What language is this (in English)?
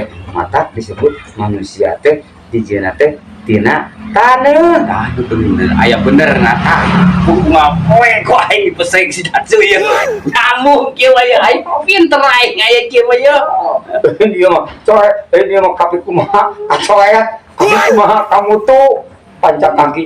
Sundanese